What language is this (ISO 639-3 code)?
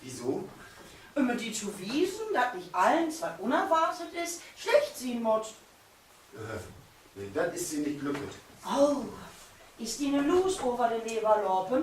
nds